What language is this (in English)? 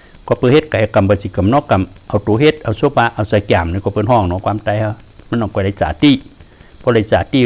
Shan